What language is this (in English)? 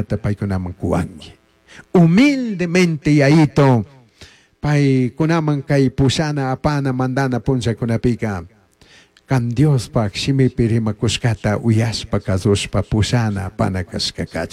Chimborazo Highland Quichua